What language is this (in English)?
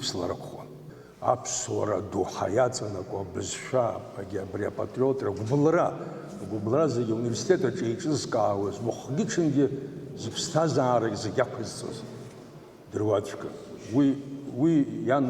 Abkhazian